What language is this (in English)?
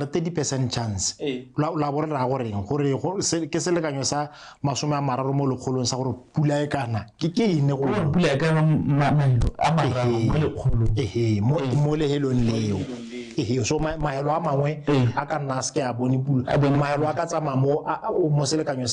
Tswana